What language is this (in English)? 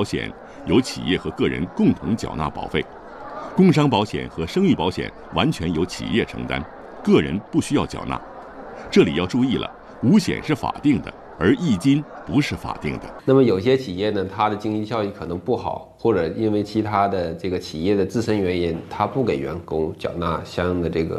Chinese